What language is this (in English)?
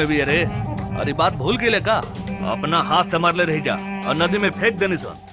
Bhojpuri